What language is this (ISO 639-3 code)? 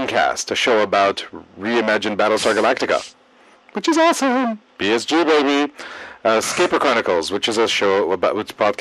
eng